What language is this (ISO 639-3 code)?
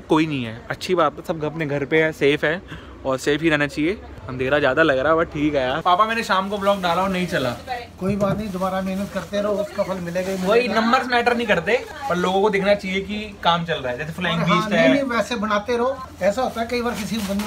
hin